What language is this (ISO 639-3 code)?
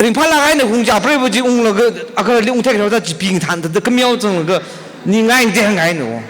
nmf